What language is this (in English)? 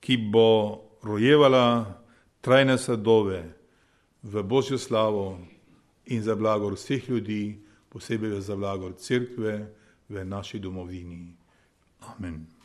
Slovenian